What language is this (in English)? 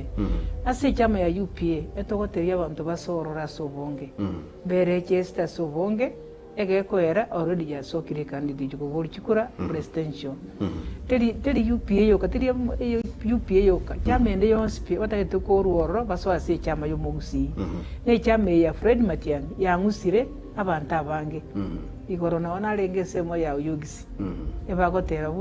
Gusii